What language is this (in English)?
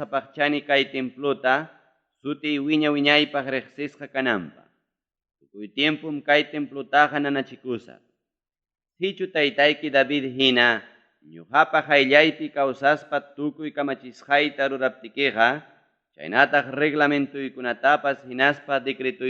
Ayacucho Quechua